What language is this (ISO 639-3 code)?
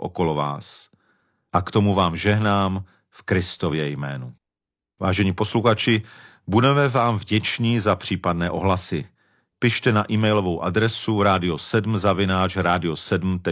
ces